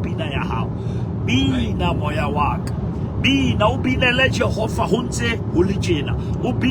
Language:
Southern Sotho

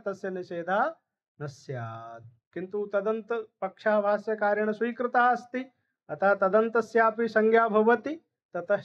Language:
Sanskrit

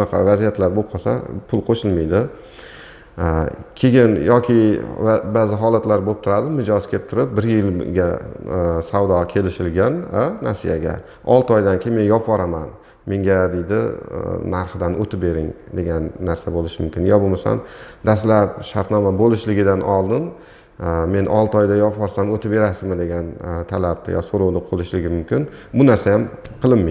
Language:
Uzbek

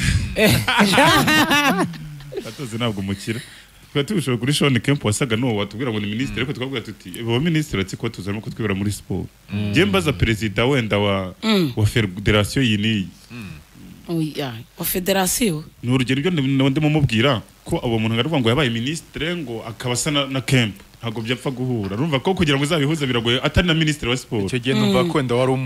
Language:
Kinyarwanda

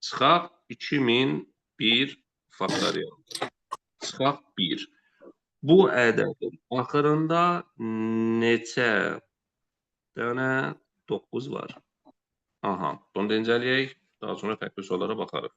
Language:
Azerbaijani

